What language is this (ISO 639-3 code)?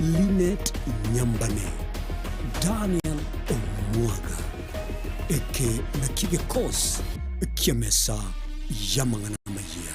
guz